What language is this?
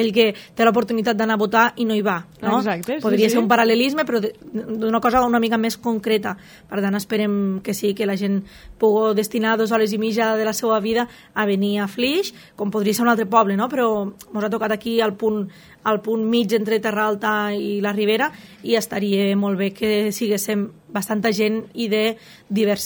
Catalan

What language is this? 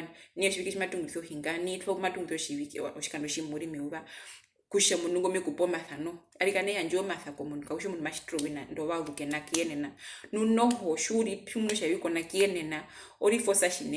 Herero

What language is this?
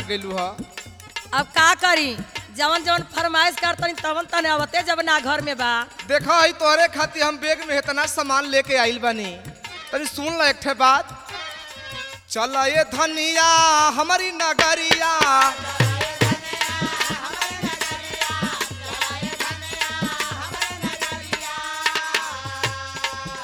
Bhojpuri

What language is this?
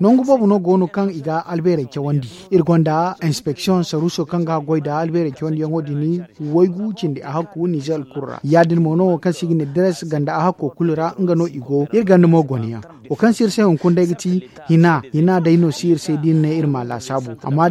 Zarma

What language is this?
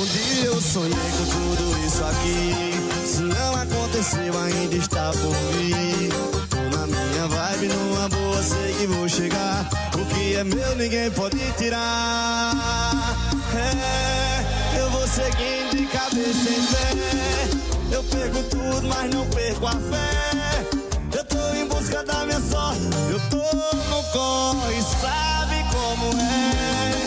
Portuguese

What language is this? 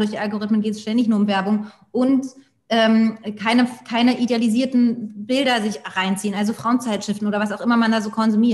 German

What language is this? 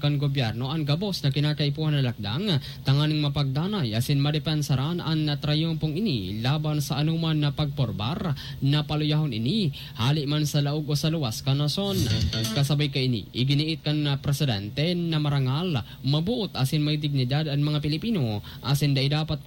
Bikol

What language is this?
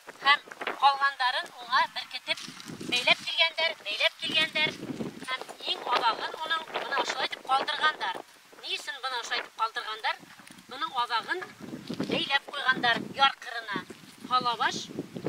Bashkir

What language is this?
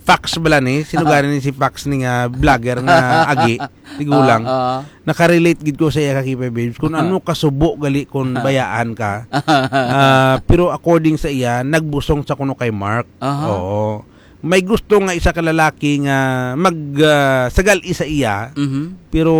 Hiligaynon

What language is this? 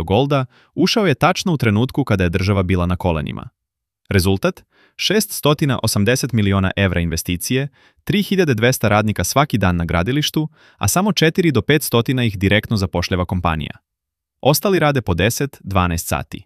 Serbian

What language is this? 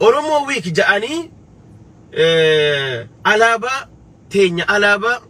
Oromo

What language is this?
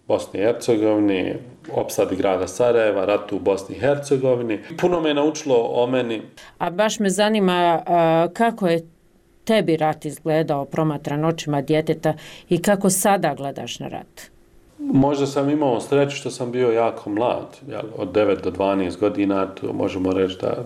Bosnian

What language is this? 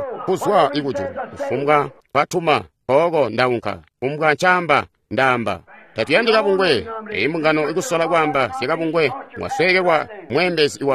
Tonga (Zambia)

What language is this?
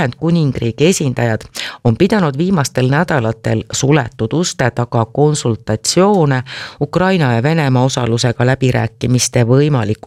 Estonian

